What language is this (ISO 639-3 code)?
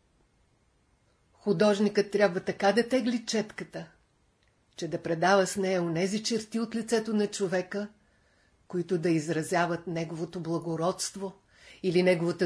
bul